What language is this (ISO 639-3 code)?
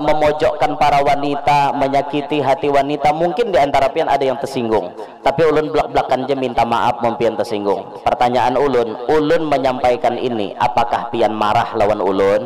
bjn